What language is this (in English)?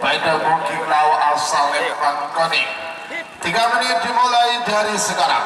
Madurese